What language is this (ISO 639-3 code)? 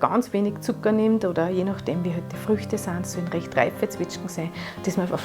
bar